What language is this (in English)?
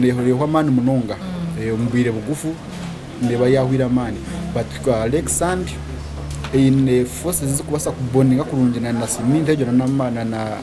Nyankole